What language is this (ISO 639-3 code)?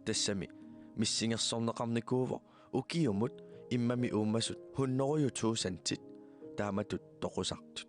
kal